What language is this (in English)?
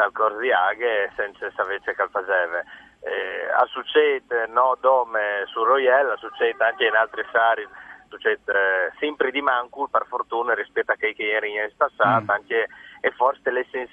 Friulian